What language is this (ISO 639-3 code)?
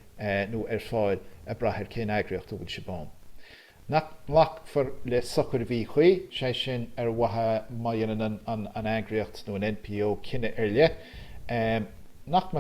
gle